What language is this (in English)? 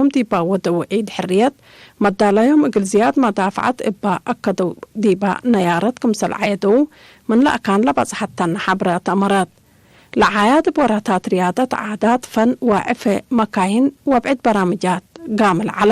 Tigre